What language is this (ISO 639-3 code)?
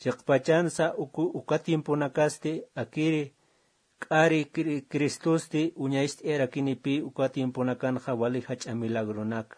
aym